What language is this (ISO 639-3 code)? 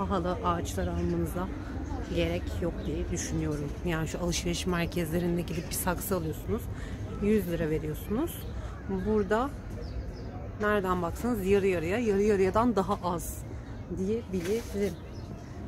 tur